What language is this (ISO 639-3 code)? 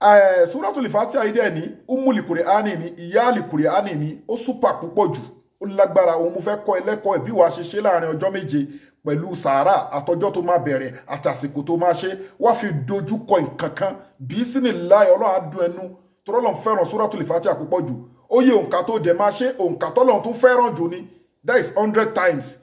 yor